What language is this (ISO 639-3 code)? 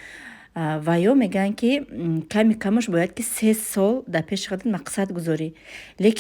tgk